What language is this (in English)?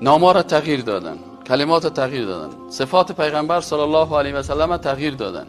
Persian